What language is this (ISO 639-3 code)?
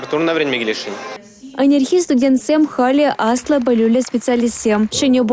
chv